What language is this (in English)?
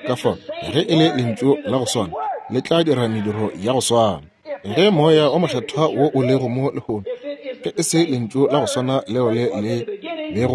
Northern Sotho